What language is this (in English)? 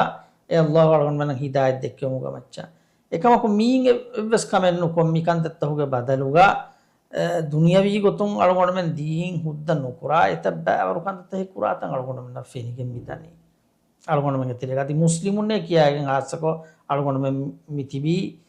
Divehi